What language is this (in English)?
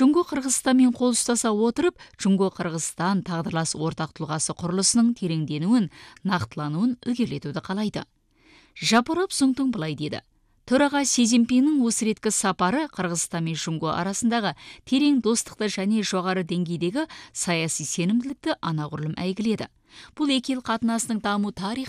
Kazakh